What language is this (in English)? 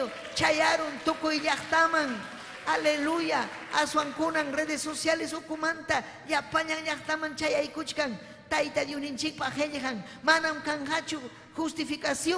Ayacucho Quechua